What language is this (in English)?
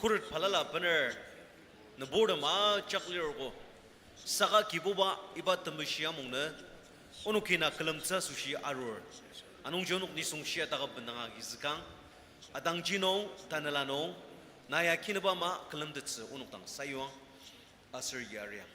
Ao Naga